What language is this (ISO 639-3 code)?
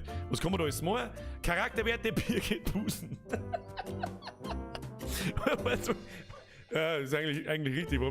bar